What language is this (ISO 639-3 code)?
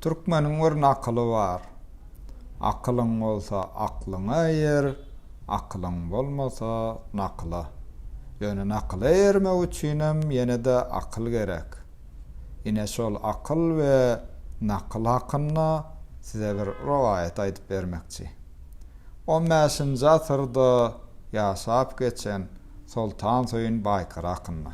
tuk